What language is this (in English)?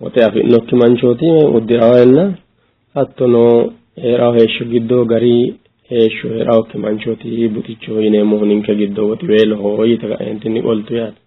Sidamo